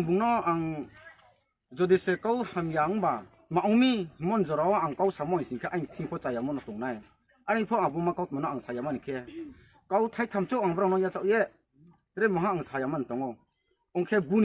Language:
Riang (India)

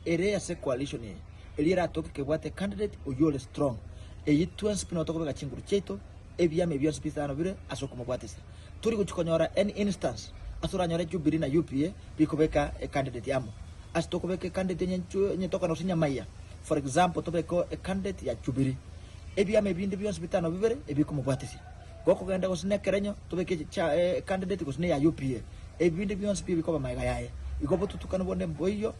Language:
Gusii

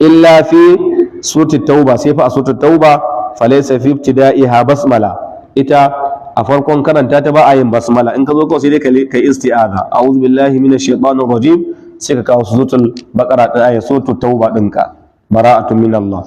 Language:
Hausa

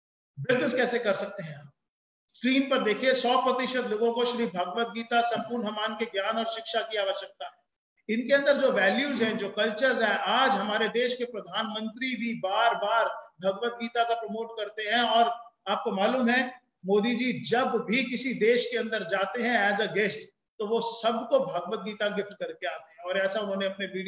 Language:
Hindi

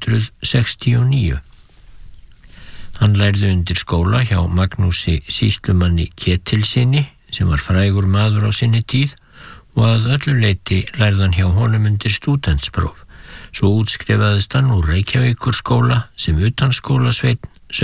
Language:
Icelandic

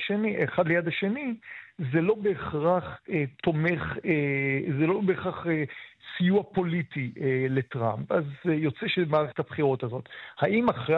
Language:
Hebrew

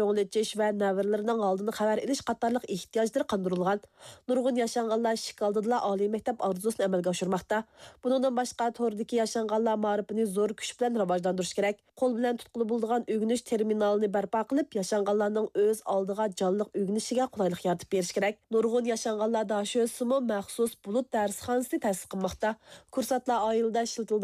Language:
Uyghur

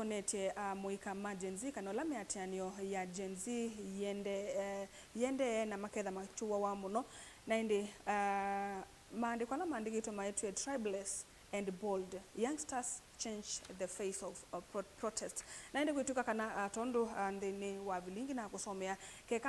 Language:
Kamba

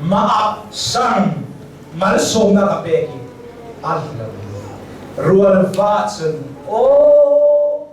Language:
Hakha Chin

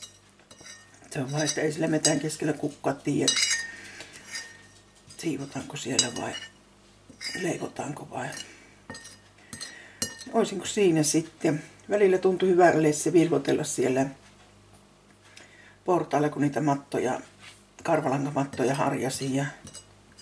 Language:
Finnish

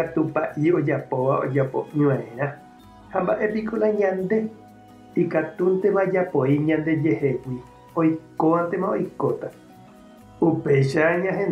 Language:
Guarani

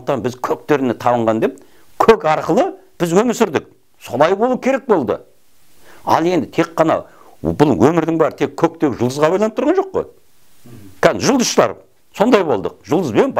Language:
Kazakh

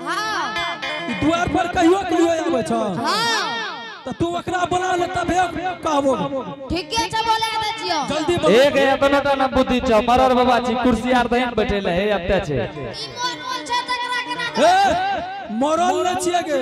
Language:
Angika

